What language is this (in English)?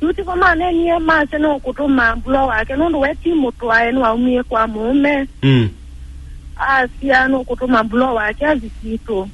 Kamba